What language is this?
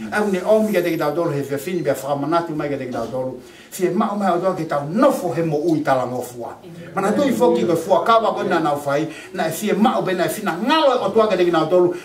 Tongan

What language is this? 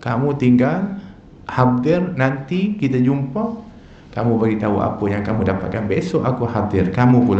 Malay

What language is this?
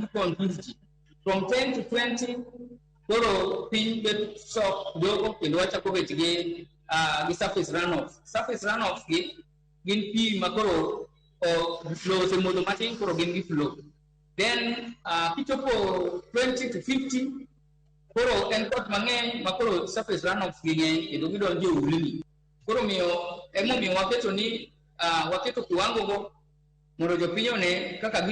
Luo (Kenya and Tanzania)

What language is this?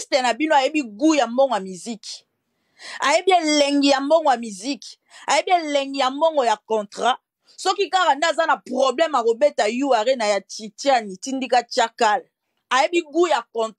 Lingala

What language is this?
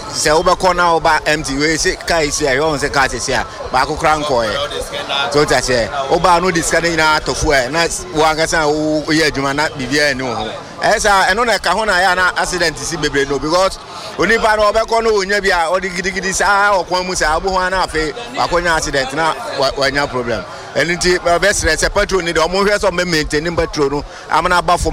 Akan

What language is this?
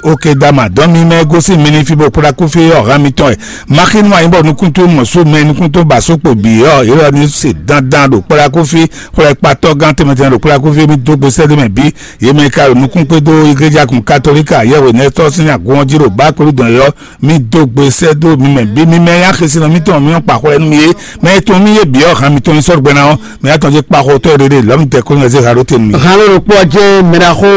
Fon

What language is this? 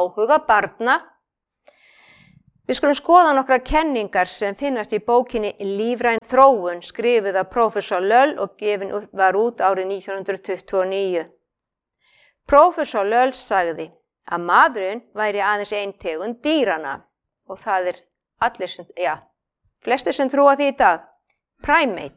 Icelandic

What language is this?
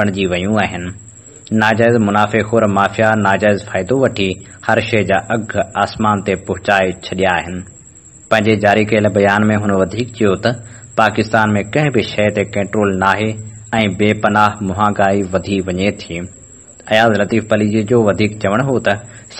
Sindhi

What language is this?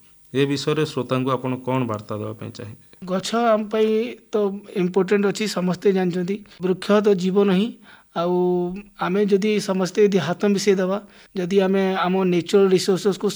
Odia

